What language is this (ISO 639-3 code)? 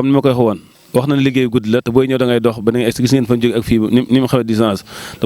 wol